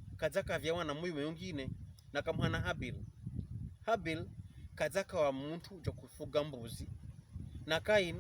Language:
Pokomo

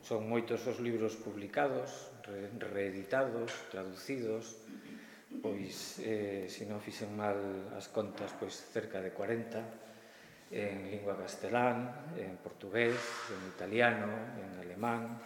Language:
Galician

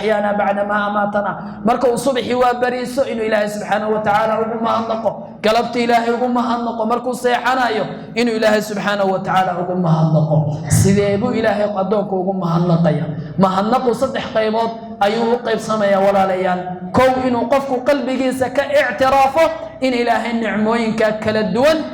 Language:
Somali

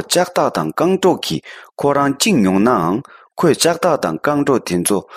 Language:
Tibetan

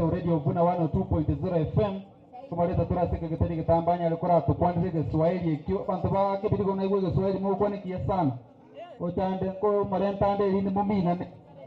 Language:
Gusii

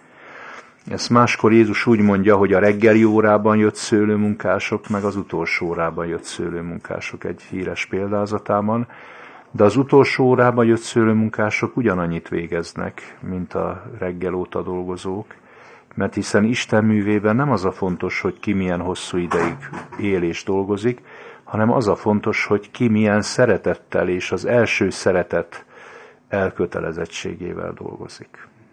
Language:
Hungarian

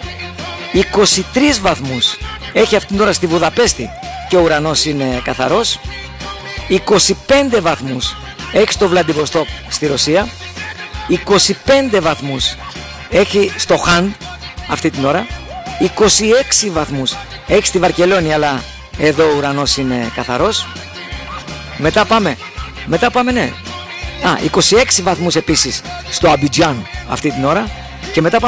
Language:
Greek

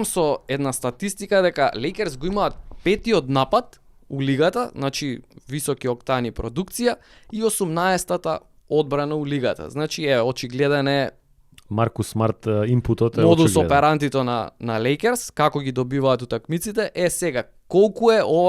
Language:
Macedonian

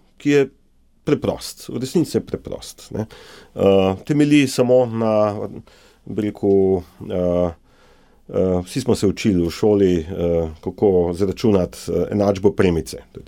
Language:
Slovenian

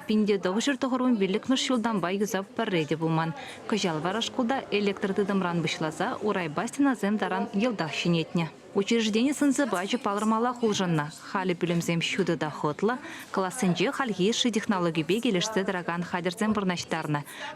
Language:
Chuvash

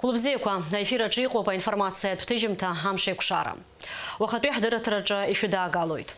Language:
Abkhazian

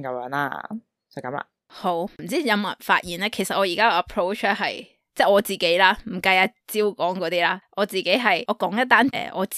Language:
Cantonese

